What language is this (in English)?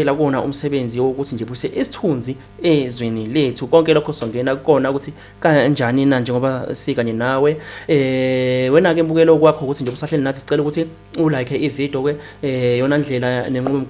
Zulu